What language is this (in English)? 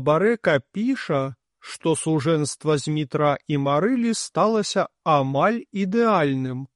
Belarusian